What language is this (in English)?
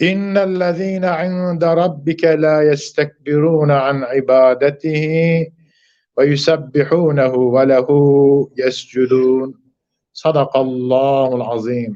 Zaza